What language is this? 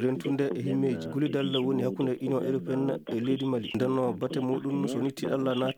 Fula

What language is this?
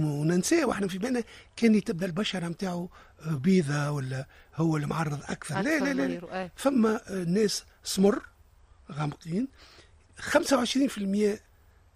Tunisian Arabic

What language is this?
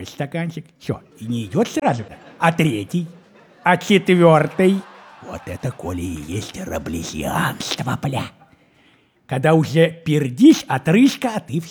Russian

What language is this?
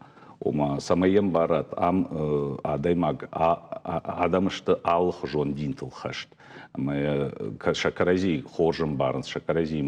Ossetic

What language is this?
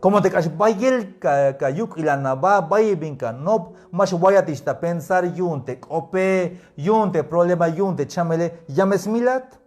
Tzeltal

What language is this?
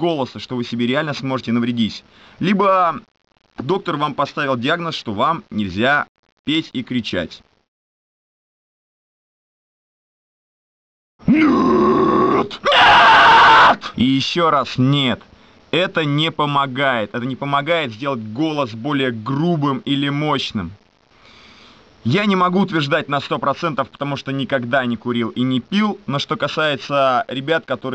Russian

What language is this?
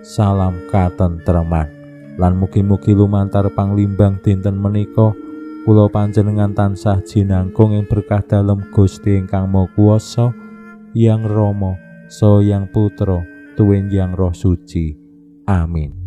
Javanese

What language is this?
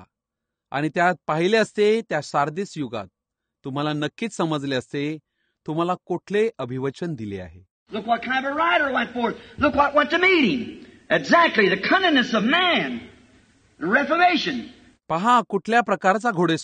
Marathi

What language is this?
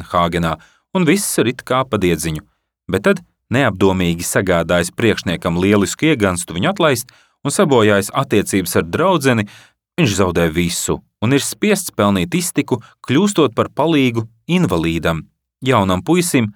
Latvian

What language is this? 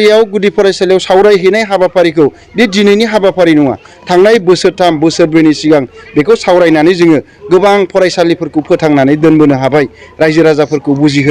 Bodo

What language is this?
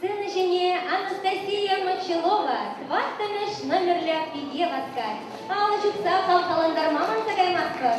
Chuvash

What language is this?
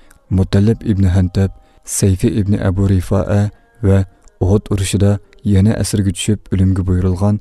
Uyghur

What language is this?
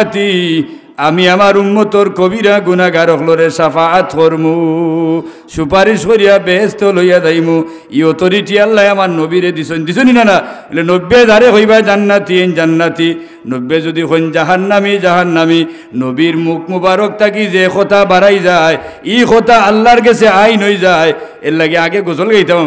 Sylheti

